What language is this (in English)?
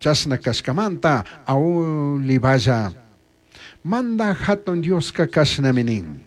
Chimborazo Highland Quichua